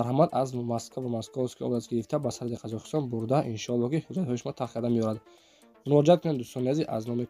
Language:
Tajik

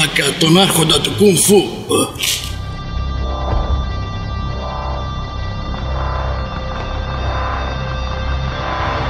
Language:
Greek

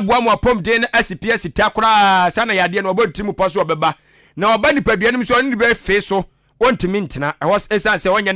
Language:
Akan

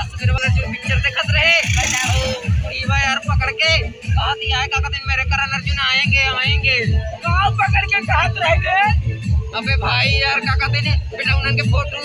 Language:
Awadhi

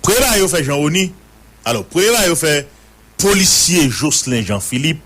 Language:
Haitian Creole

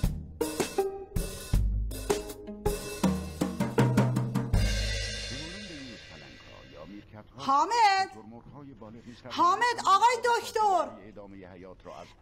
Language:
Persian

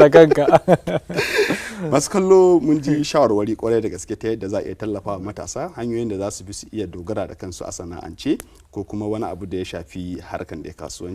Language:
Hausa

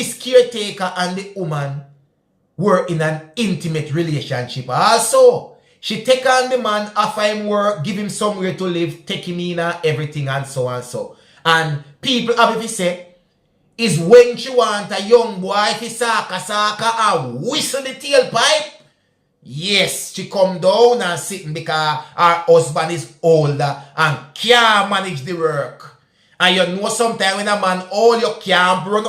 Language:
Jamaican Creole English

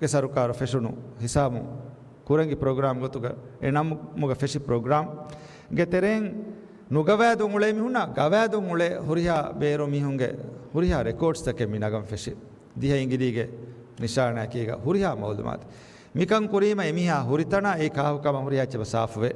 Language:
Divehi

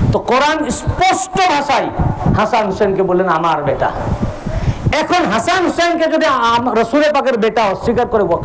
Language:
Bangla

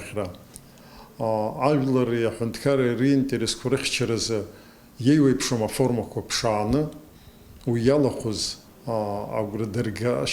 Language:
Abkhazian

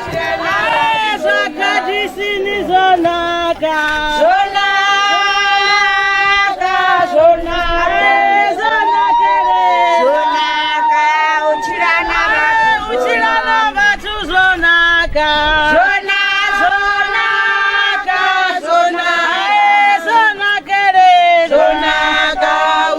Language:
Venda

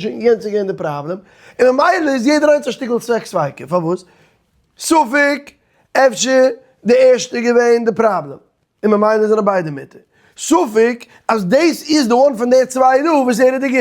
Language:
Yiddish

